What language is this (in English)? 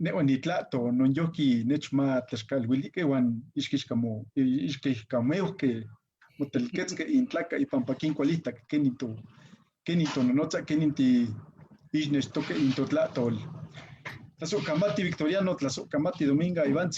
Eastern Huasteca Nahuatl